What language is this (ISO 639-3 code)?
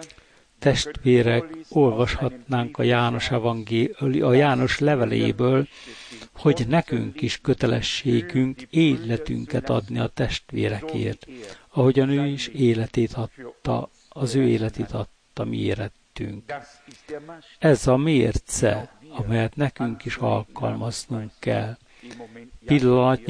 hun